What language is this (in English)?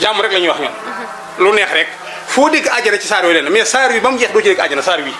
Wolof